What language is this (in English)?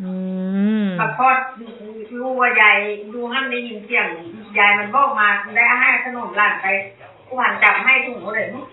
Northeastern Thai